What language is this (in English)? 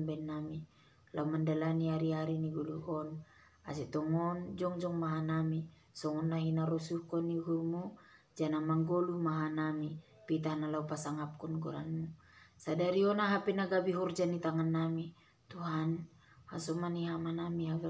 Batak Simalungun